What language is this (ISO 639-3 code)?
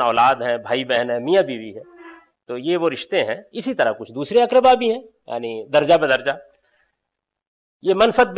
urd